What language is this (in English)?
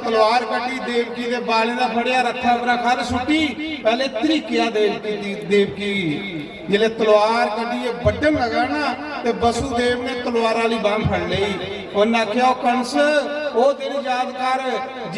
Dogri